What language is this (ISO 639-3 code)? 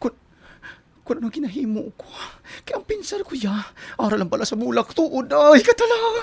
hil